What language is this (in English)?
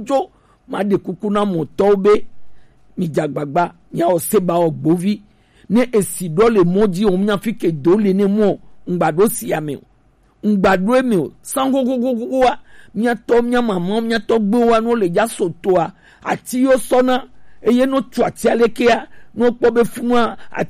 Gen